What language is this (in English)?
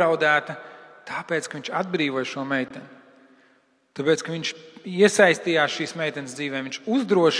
Latvian